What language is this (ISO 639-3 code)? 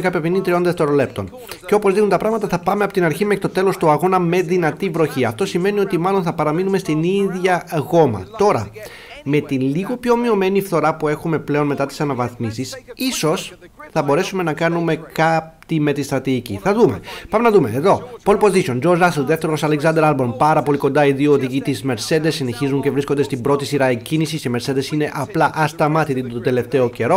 ell